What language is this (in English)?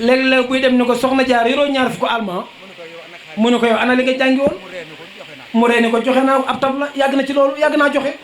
Wolof